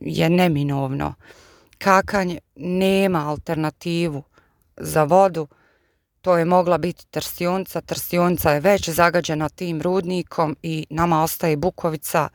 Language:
Serbian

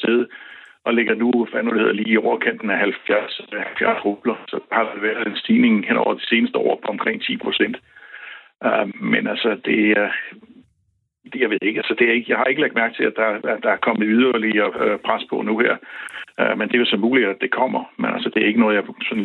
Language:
Danish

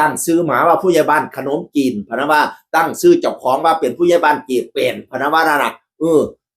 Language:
Northeastern Thai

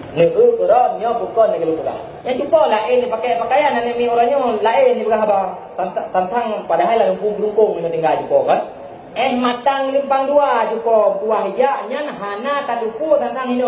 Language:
Achinese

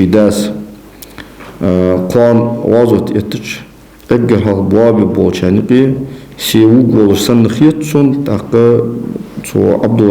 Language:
Ingush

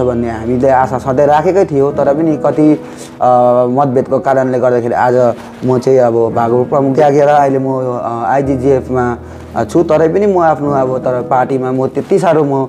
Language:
Nepali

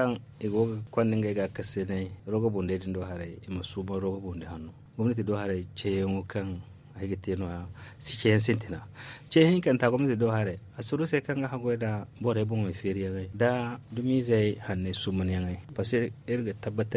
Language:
Zarma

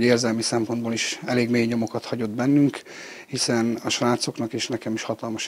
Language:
Hungarian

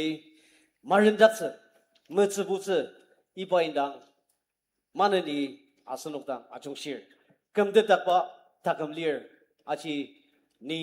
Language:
Ao Naga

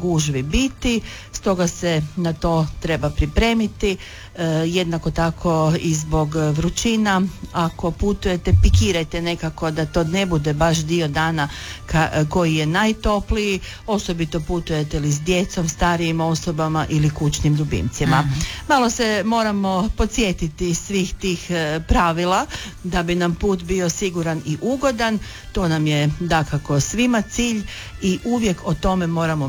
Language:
Croatian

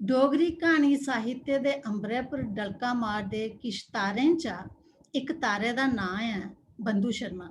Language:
Dogri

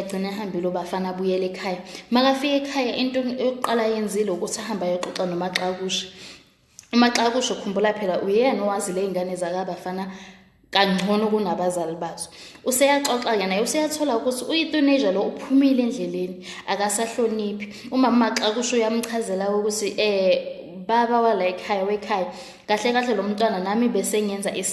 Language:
Zulu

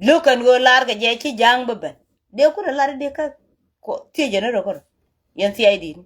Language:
Nuer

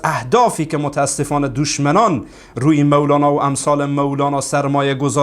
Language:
Persian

